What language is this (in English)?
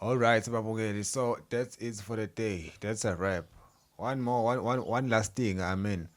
Zulu